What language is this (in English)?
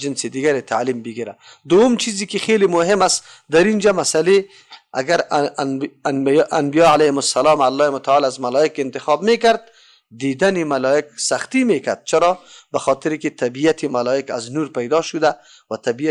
Persian